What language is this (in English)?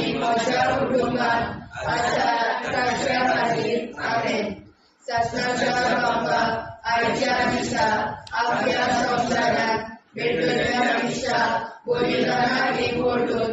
Konkani